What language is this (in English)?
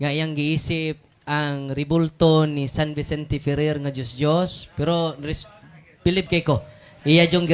Cebuano